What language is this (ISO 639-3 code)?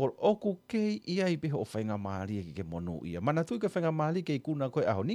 ton